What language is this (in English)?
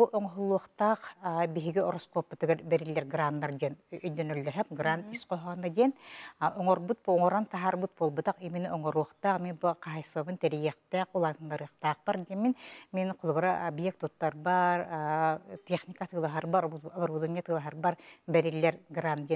Yakut